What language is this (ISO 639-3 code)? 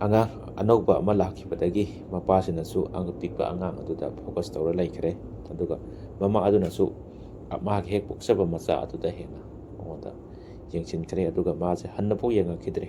mni